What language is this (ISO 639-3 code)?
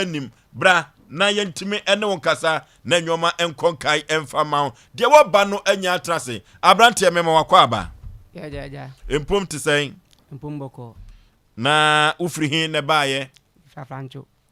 aka